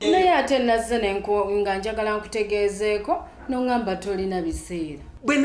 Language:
Ganda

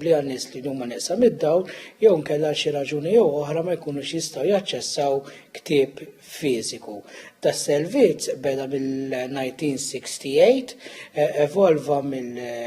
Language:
Maltese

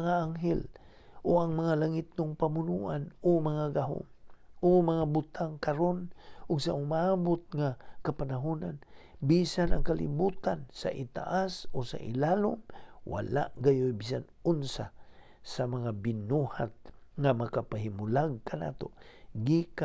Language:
Cebuano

